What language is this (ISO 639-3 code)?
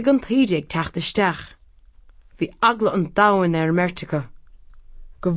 gle